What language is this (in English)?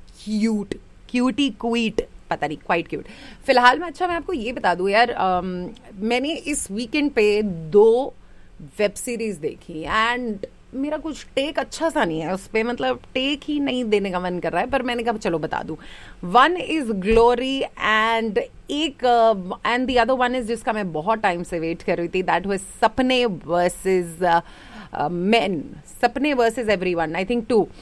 Hindi